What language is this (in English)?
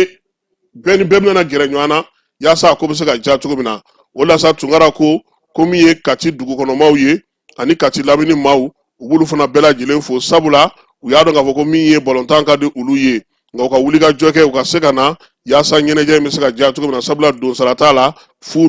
Bambara